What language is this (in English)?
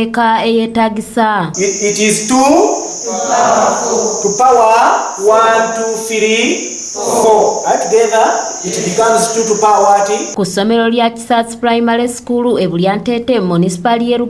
Ganda